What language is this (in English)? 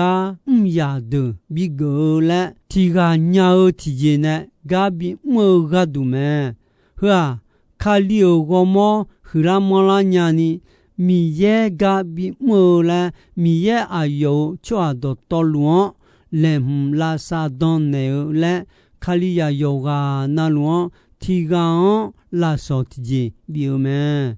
Akha